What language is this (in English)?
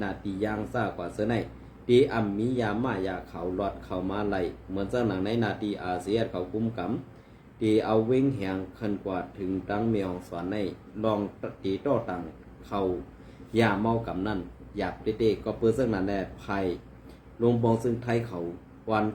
Shan